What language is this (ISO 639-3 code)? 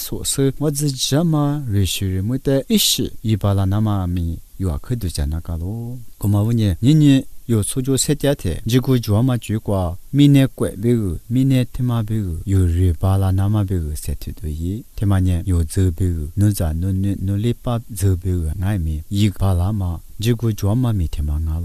lis